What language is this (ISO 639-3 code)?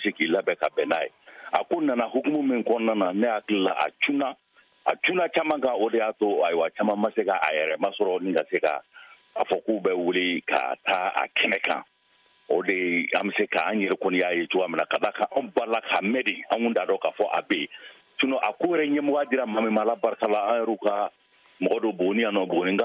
bam